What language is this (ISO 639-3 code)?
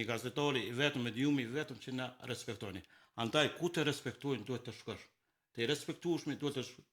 sqi